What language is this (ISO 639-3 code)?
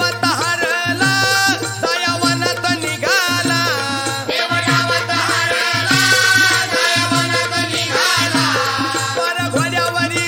mar